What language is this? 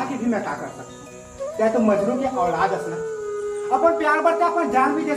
Chhattisgarhi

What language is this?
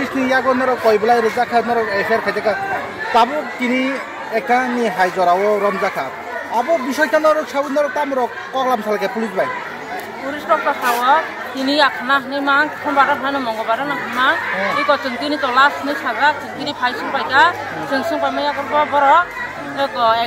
Kok Borok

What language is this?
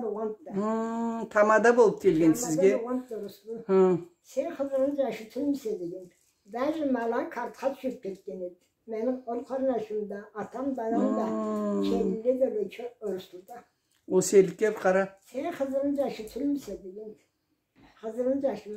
Karachay-Balkar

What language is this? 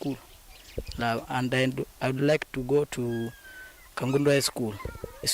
Kamba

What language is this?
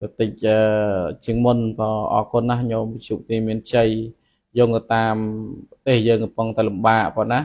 Khmer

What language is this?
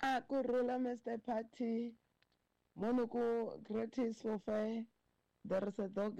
Tsonga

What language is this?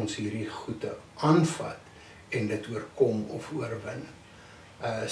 Afrikaans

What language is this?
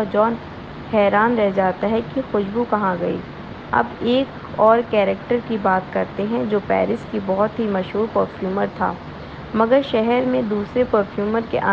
Urdu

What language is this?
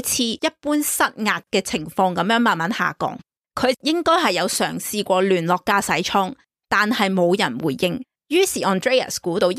Cantonese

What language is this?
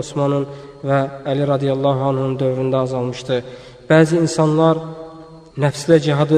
Azerbaijani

